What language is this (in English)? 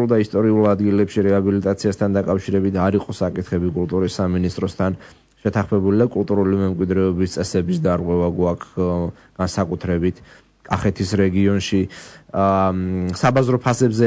Georgian